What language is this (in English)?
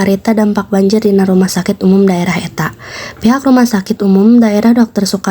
Sundanese